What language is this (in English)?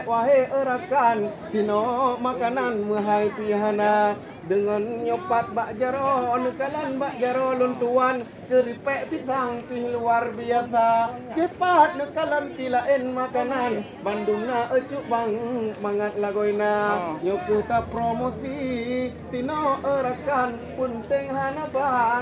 Achinese